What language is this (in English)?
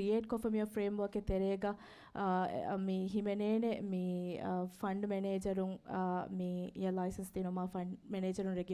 Divehi